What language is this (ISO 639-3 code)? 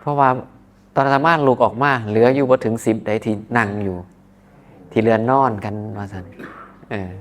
tts